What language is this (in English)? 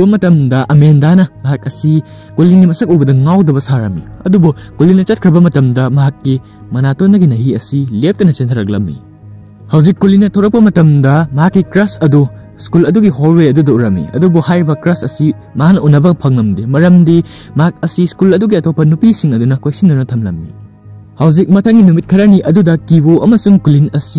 Manipuri